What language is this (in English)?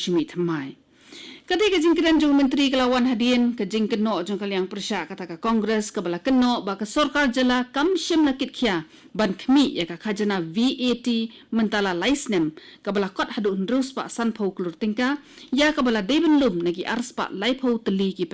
Khasi